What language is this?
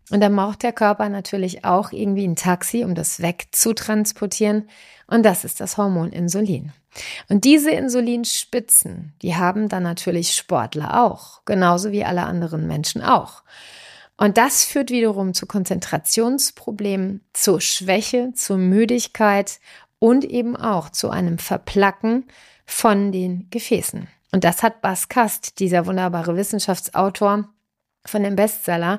German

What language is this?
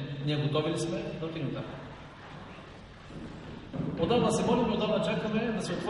Bulgarian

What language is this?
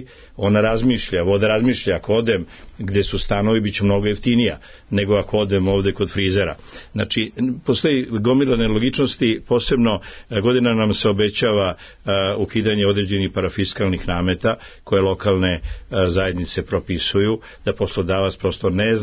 Serbian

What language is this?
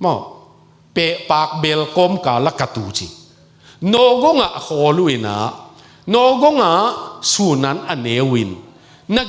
Tedim Chin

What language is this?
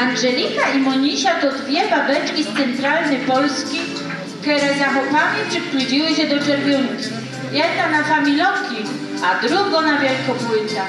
Silesian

